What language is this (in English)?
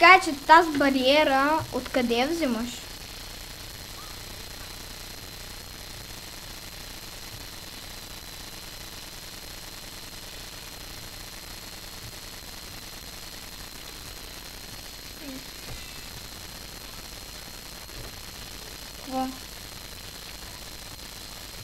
Bulgarian